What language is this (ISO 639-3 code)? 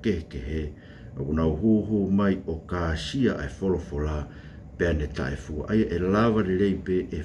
ton